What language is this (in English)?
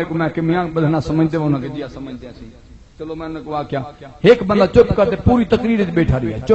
Saraiki